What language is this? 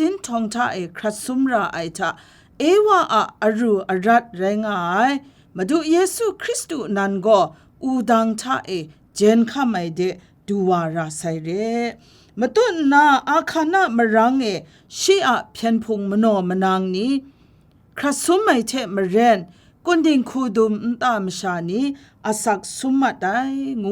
Kachin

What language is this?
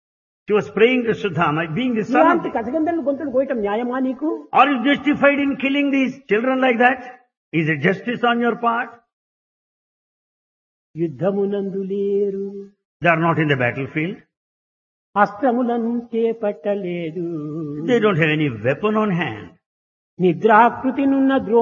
Telugu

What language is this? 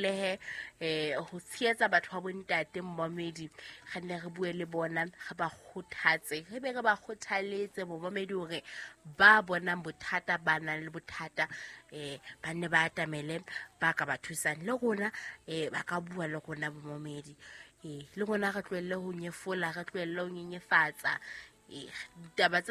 Southern Sotho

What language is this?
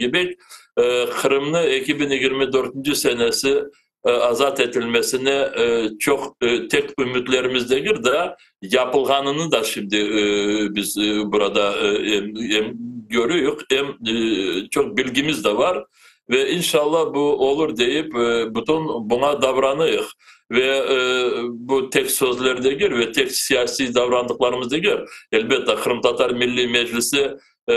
Crimean Tatar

